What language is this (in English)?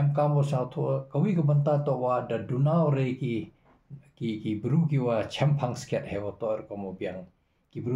Khasi